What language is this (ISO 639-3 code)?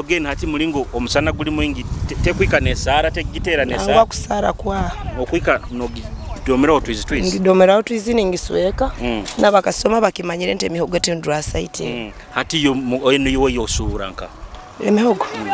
nyo